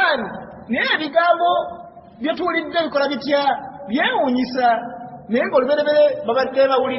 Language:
Ganda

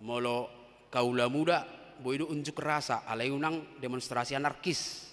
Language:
Batak Toba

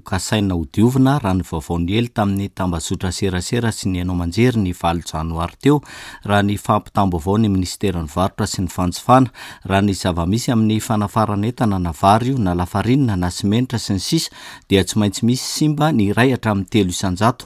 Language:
Malagasy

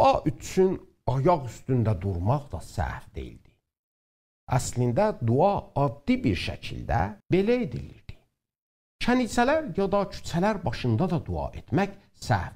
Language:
South Azerbaijani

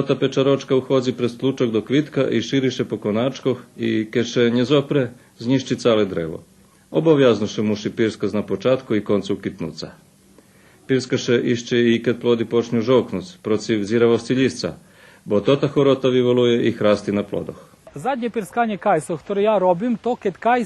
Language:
Rusyn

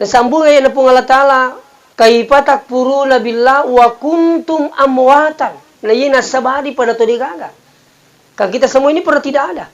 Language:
Buginese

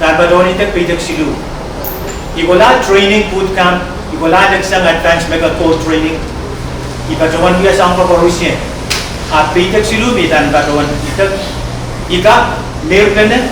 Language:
Pohnpeian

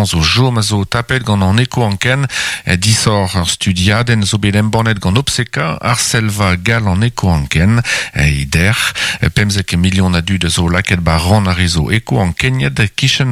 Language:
Breton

